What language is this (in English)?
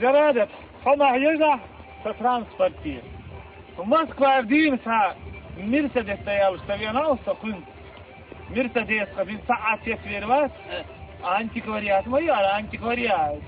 Chechen